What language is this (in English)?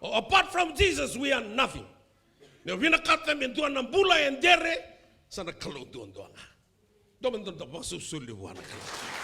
Fijian